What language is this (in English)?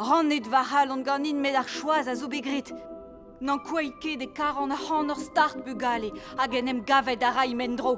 Breton